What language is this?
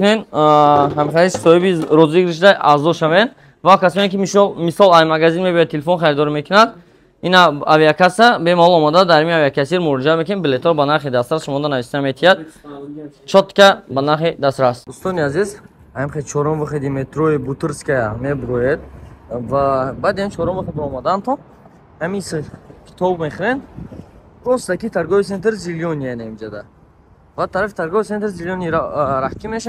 Tajik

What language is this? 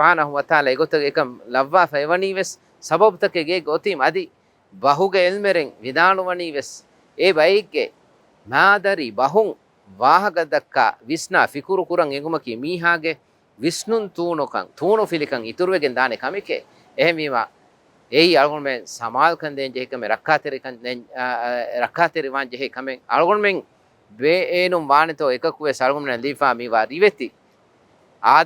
Divehi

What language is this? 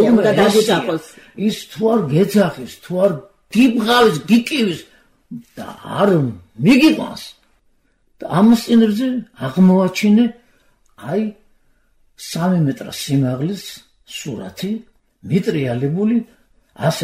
Georgian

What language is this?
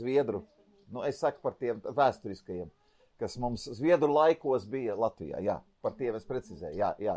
Latvian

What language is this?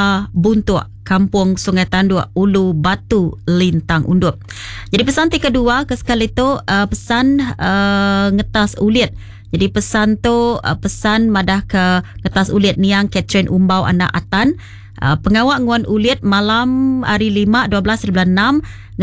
Iban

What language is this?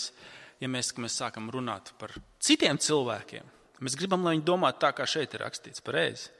Latvian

